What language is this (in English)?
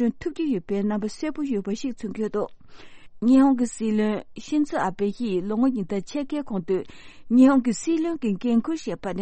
Tibetan